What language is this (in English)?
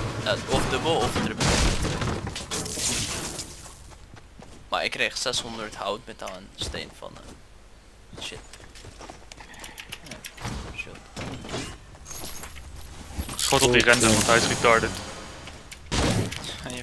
Dutch